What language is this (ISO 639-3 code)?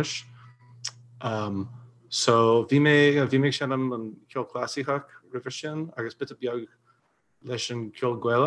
gle